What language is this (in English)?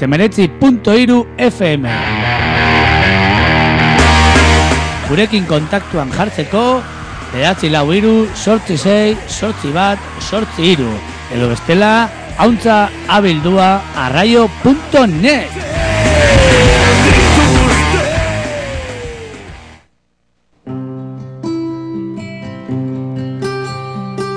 Basque